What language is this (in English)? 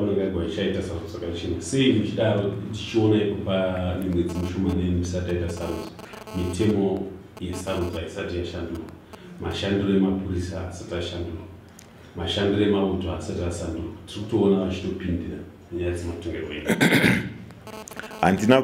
Shona